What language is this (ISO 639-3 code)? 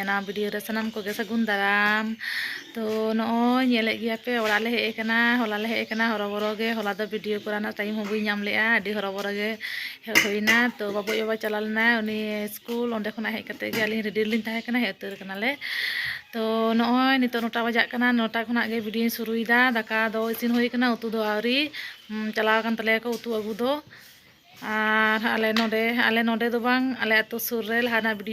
sat